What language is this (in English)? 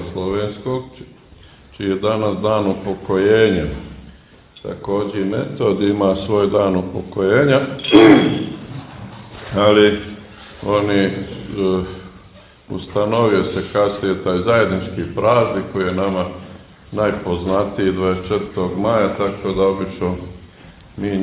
Serbian